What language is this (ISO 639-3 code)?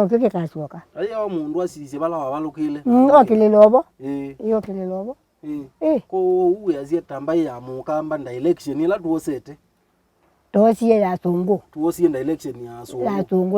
kam